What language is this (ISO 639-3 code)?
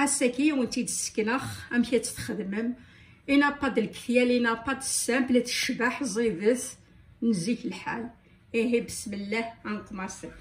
kab